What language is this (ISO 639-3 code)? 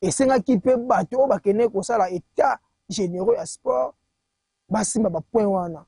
lin